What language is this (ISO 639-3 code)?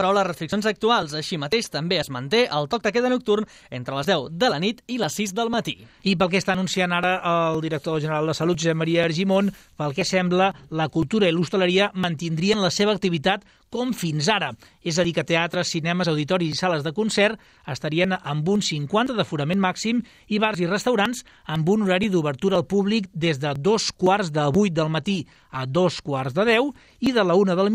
cat